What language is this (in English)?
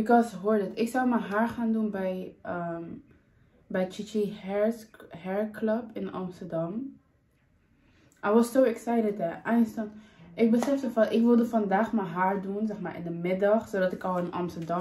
Dutch